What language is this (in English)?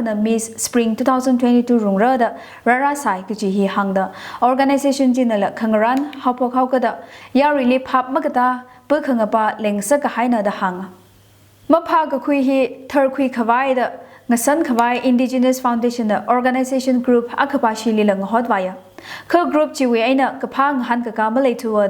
Tangkhul Naga (India)